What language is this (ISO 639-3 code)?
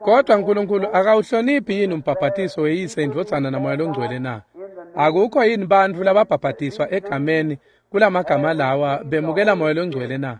ssw